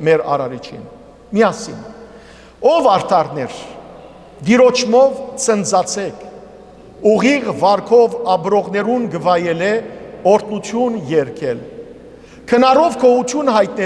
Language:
Western Armenian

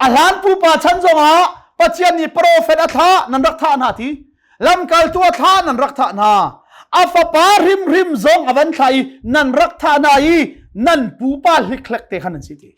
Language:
Hakha Chin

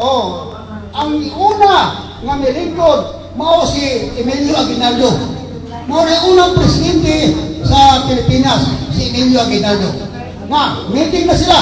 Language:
Cebuano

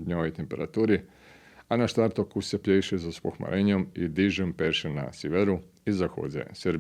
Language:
Rusyn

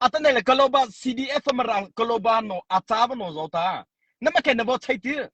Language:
Mara Chin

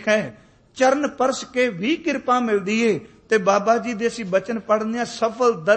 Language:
Punjabi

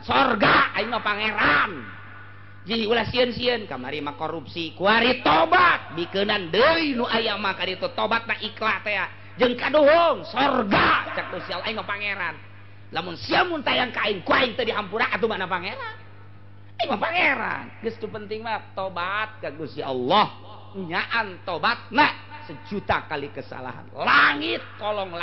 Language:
Sundanese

